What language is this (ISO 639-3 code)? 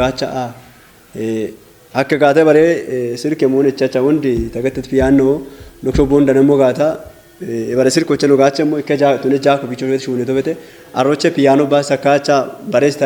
kbr